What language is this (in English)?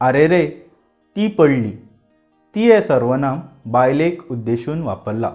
Konkani